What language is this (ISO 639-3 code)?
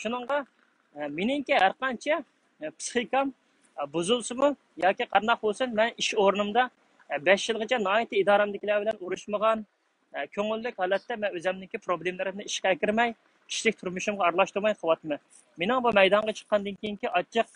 uig